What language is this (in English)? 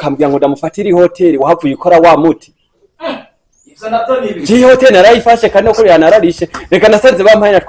Rundi